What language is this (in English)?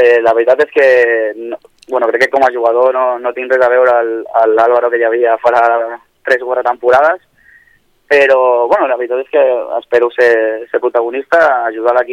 Catalan